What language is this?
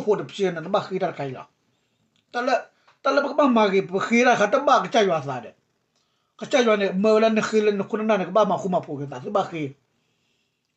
S'gaw Karen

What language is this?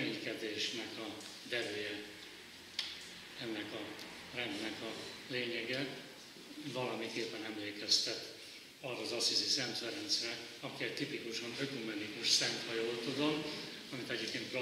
Hungarian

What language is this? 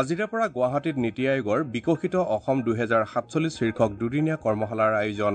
Assamese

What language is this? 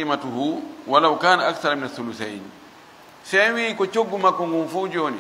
Fula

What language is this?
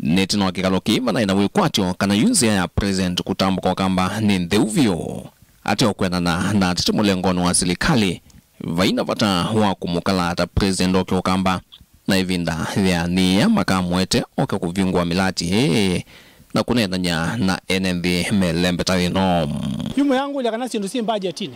Kamba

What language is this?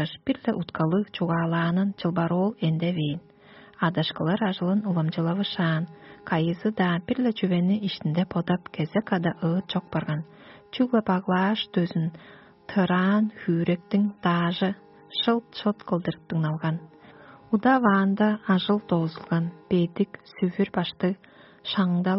Tuvinian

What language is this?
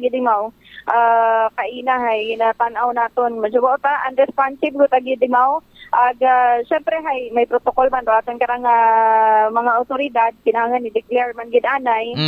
Aklanon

